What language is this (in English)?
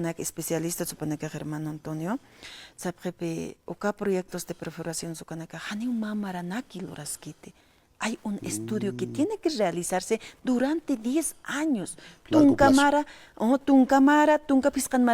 Aymara